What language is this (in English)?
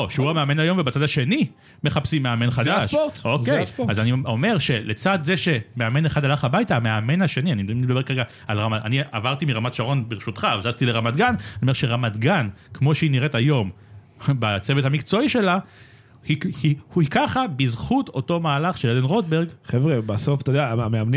Hebrew